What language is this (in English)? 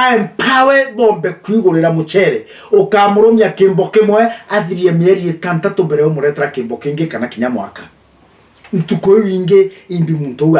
Meru